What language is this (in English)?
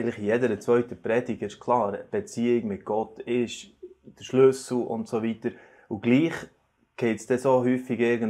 Swiss German